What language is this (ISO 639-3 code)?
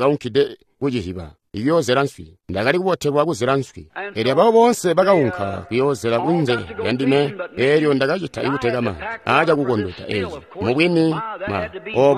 toi